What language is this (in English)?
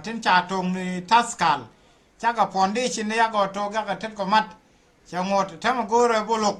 Nuer